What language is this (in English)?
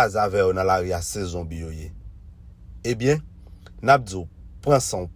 Haitian Creole